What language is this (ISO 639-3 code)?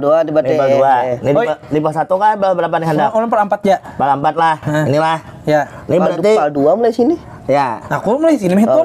bjn